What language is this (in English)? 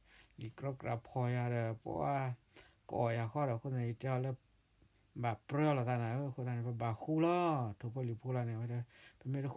S'gaw Karen